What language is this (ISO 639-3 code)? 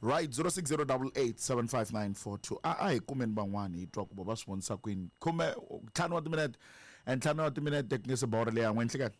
tso